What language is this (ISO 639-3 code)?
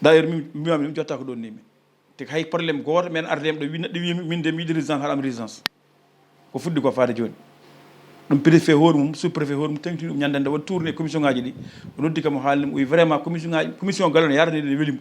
ful